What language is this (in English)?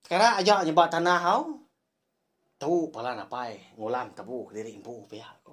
Iban